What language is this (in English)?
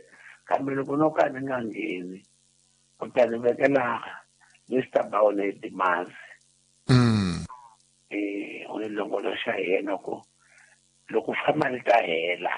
Tsonga